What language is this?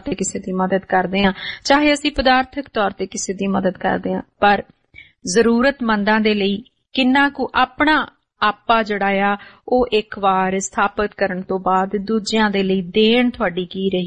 Punjabi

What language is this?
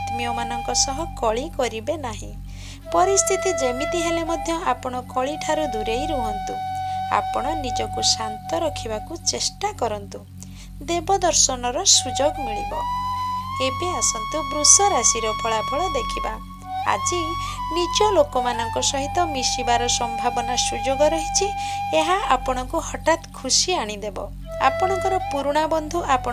Odia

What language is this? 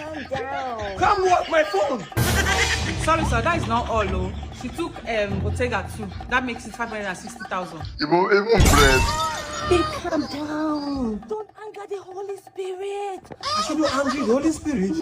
Nigerian Pidgin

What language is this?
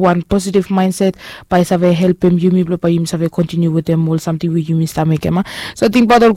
Bislama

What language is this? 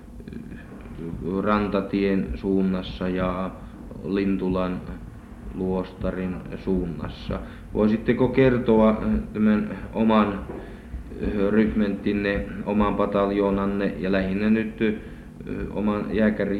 Finnish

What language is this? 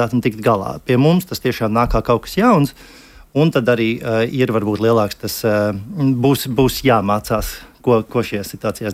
Latvian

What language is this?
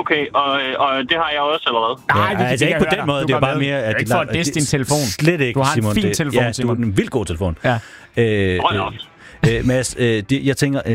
Danish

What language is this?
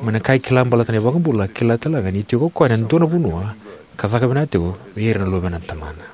Fijian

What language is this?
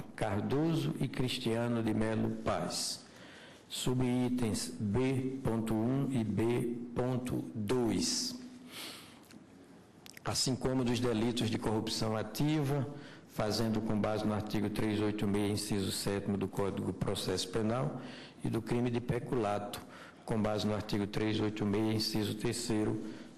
Portuguese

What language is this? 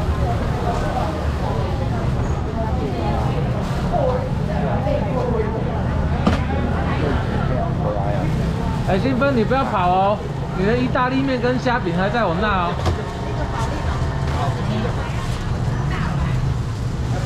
Chinese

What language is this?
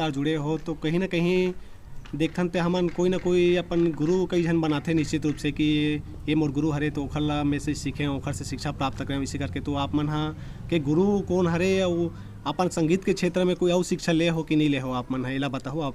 Chhattisgarhi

